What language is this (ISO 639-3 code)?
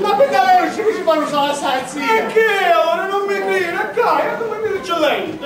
scn